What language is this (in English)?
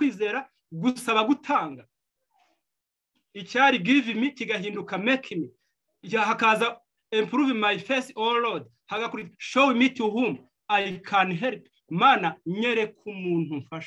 Kinyarwanda